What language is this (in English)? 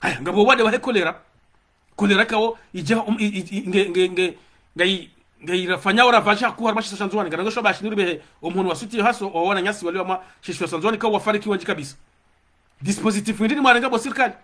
Ngazidja Comorian